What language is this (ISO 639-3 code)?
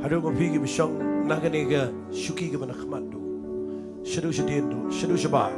kha